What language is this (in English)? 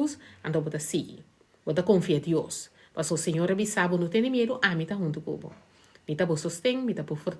Papiamento